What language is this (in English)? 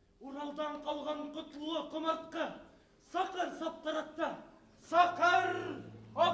Bashkir